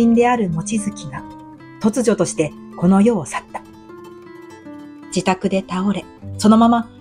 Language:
Japanese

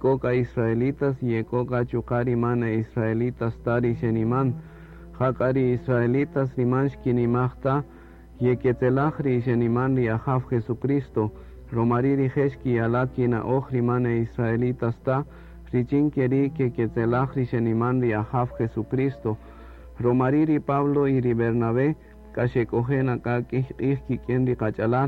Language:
Kaqchikel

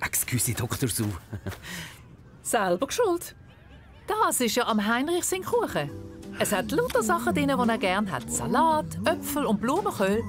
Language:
Swiss German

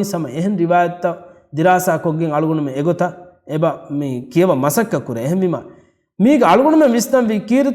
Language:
Divehi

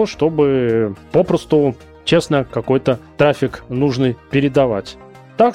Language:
Russian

